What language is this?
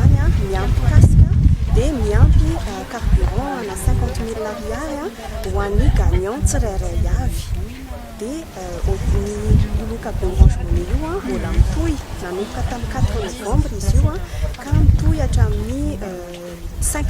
Malagasy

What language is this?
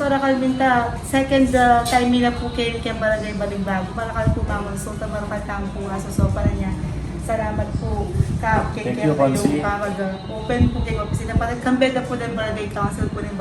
Pampanga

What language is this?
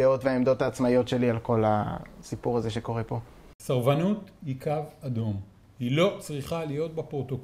Hebrew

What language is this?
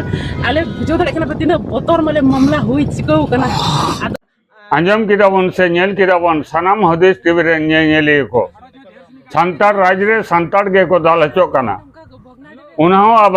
Santali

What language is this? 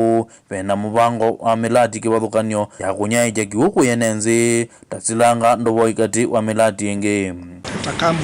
Kamba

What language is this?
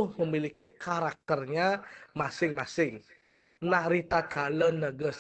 Balinese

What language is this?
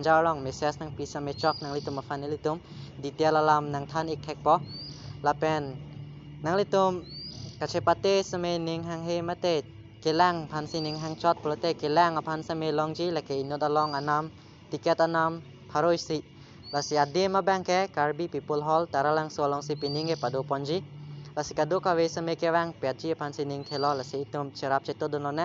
Karbi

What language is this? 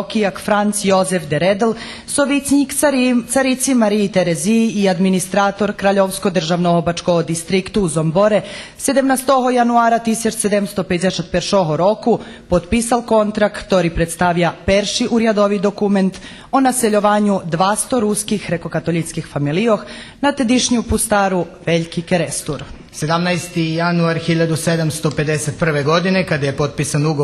Rusyn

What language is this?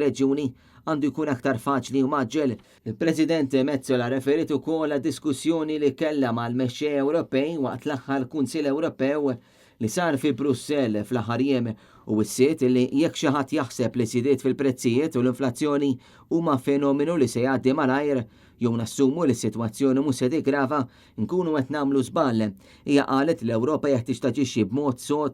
Maltese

